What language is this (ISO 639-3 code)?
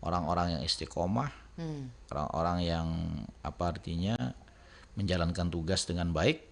bjn